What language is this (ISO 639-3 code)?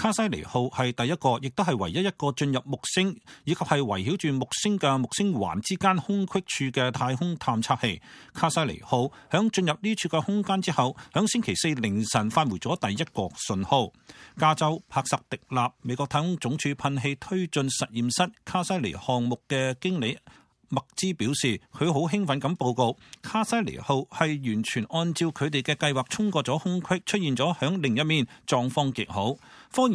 yue